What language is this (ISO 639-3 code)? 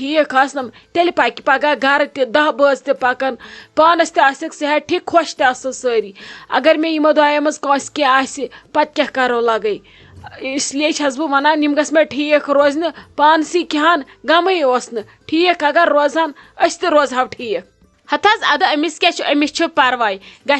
kas